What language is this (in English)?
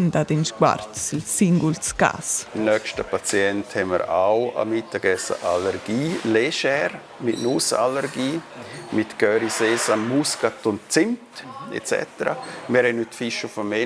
Romansh